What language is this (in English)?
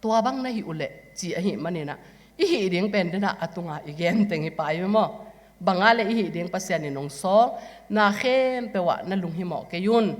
Tedim Chin